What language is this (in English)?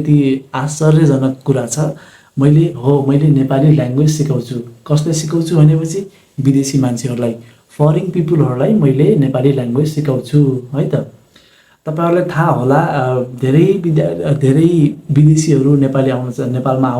Nepali